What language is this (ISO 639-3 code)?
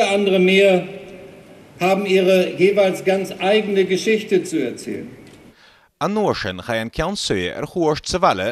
gla